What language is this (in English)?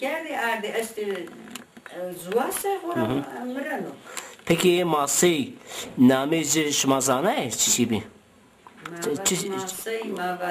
Zaza